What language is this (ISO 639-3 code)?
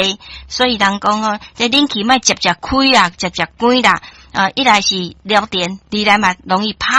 nan